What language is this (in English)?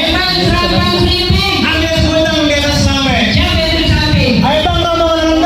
Betawi